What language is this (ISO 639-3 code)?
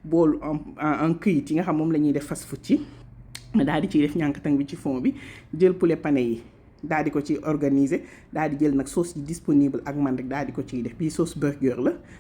wol